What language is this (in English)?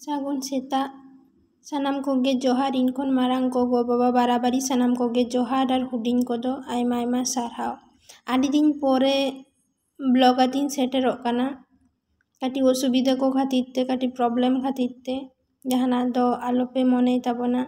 Santali